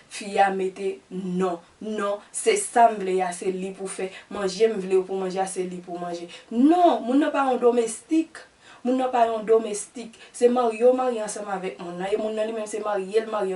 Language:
Haitian Creole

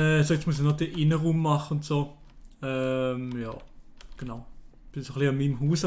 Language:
Swiss German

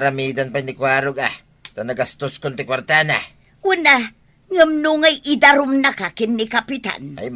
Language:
Iloko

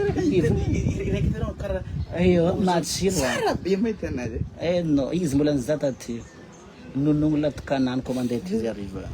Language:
Malagasy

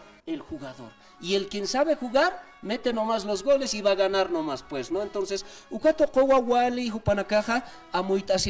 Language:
Aymara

